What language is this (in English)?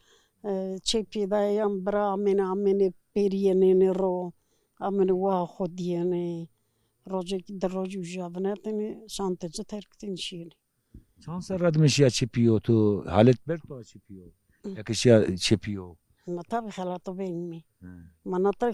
Zaza